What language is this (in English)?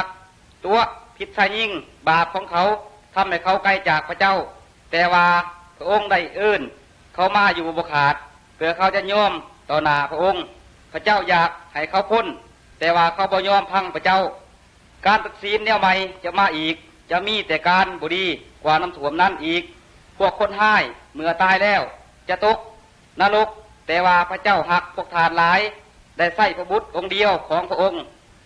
Lao